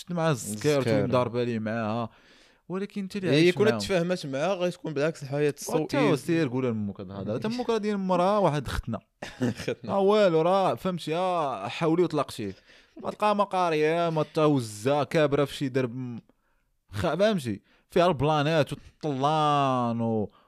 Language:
Moroccan Arabic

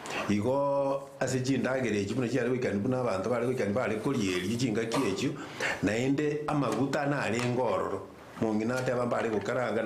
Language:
Gusii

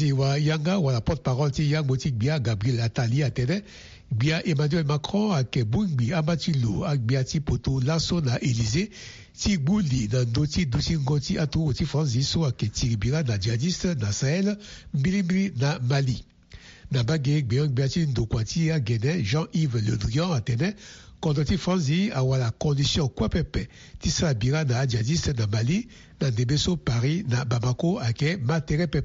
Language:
Sango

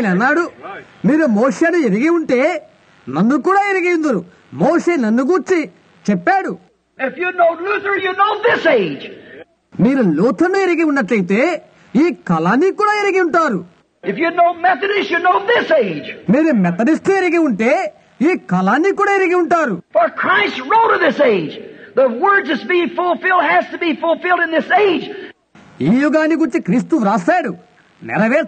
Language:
Telugu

